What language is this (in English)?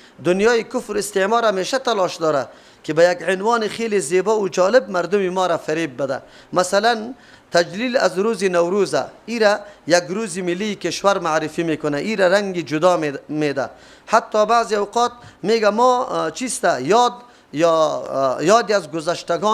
Persian